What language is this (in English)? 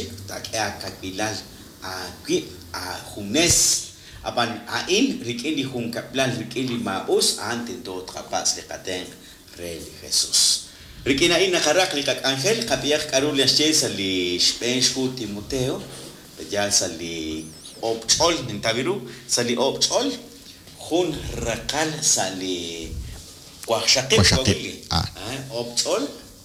Kekchí